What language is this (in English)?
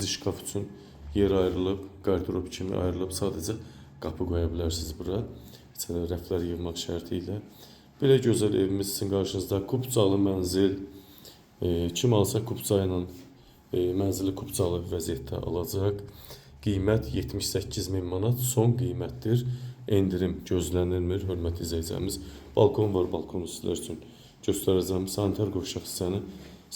Azerbaijani